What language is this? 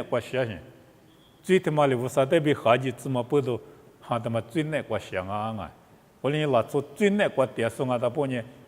Lisu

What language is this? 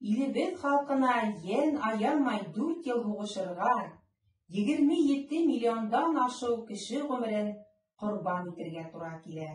Bashkir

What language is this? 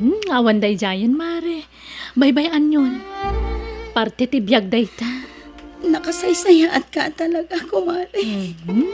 Iloko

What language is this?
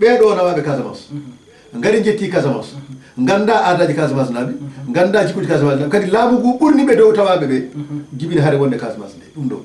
Fula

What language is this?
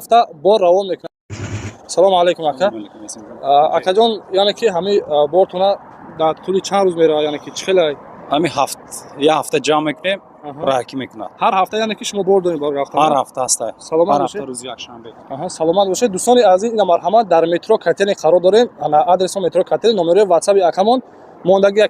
Tajik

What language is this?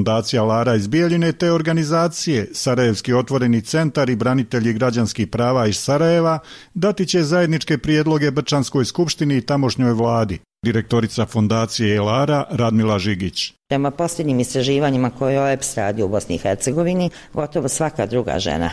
Bosnian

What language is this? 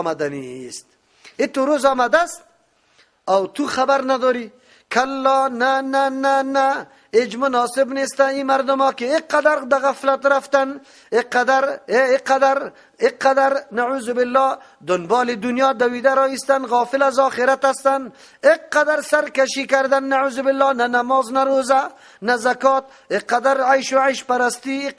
Persian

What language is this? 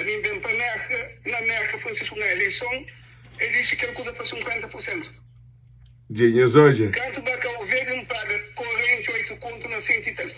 Kabuverdianu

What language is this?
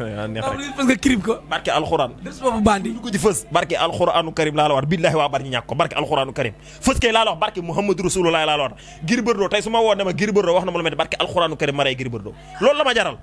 Wolof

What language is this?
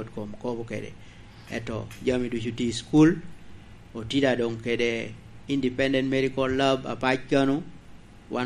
Lango (Uganda)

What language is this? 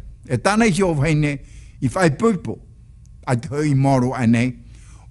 Tahitian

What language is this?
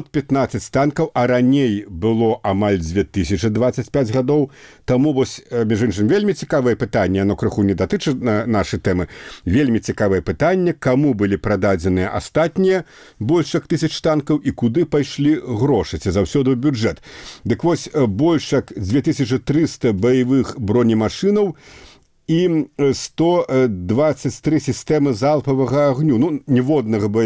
Belarusian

